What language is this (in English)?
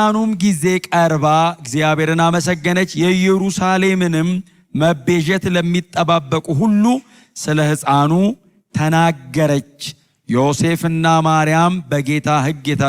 Amharic